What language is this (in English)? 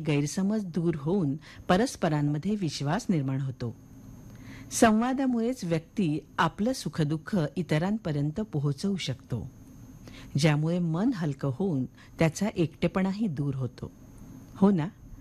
Marathi